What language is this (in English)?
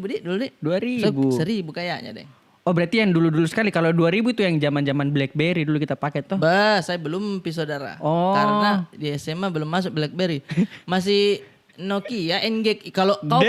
Makassar Malay